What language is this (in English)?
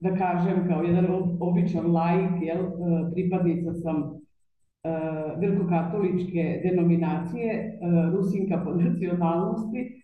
Bosnian